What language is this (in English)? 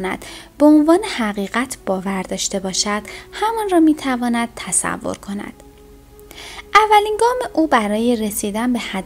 Persian